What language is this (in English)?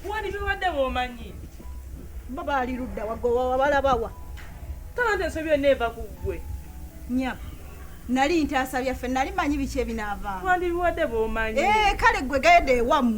Ganda